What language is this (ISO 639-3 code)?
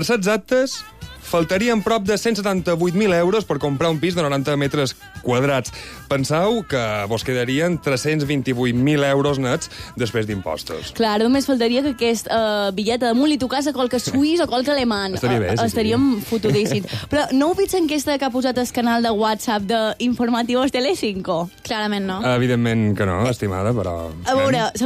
cat